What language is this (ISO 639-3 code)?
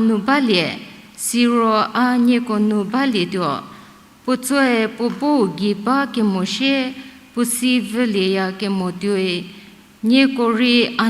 njm